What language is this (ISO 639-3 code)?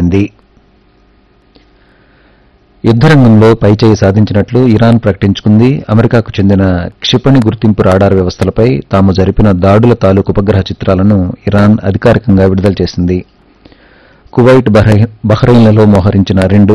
tel